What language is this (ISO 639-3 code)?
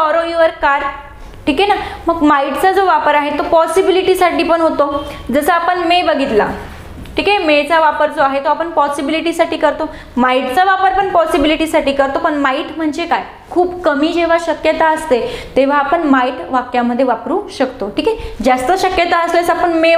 mar